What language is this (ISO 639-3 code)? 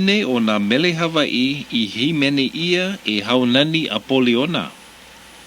haw